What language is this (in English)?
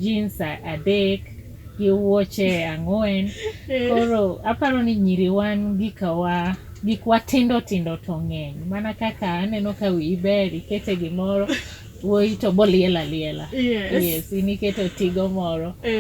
Luo (Kenya and Tanzania)